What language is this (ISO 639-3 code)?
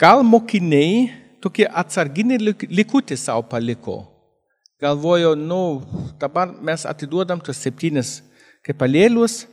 lit